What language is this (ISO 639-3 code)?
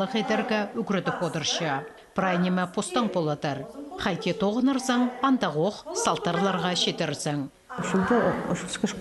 kjh